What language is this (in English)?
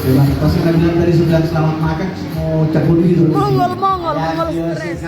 Manado Malay